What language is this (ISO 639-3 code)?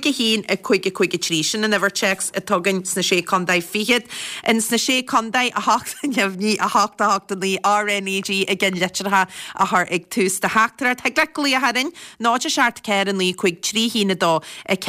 gle